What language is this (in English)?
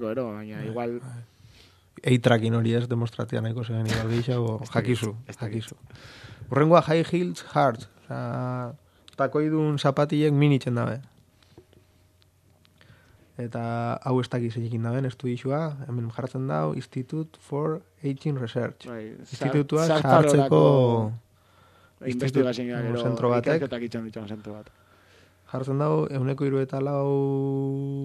Basque